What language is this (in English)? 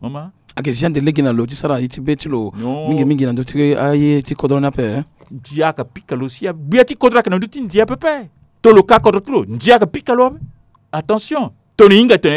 Sango